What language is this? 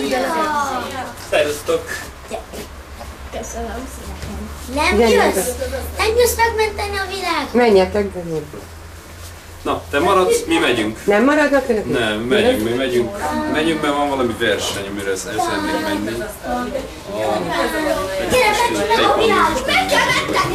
Hungarian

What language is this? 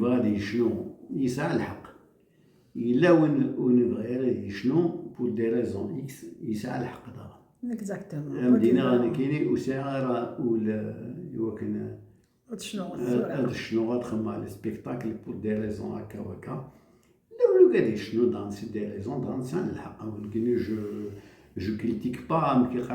Kabyle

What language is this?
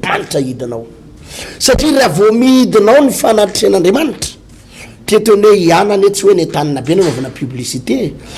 Malagasy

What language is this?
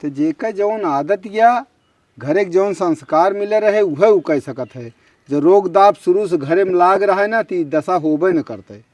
Awadhi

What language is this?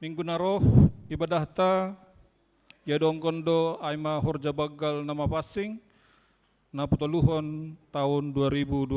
Batak Simalungun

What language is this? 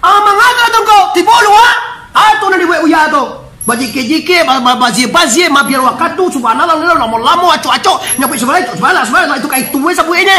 Minangkabau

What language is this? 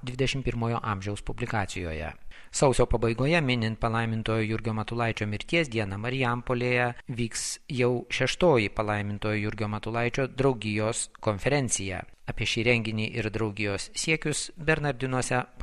Lithuanian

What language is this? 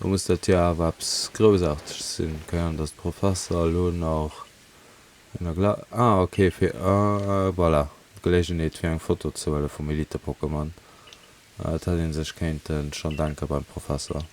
Luxembourgish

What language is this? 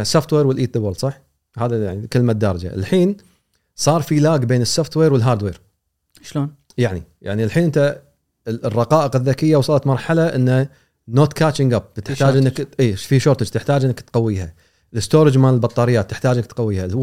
Gulf Arabic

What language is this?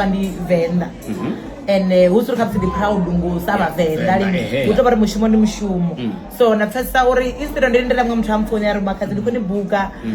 Venda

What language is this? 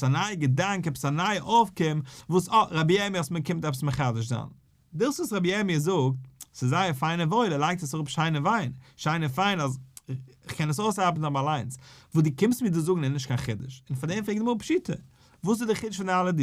Yiddish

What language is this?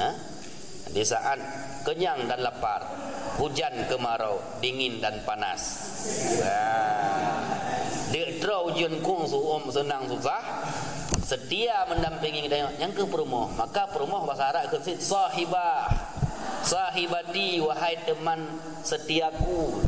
Achinese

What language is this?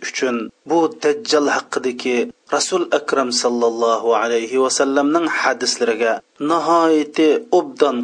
Uyghur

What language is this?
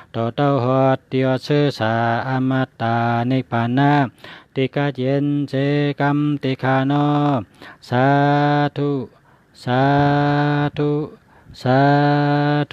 Shan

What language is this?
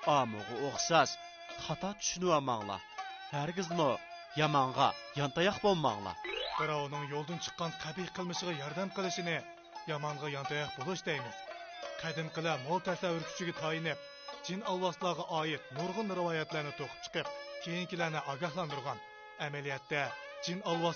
Uyghur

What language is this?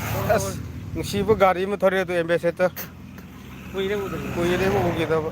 Manipuri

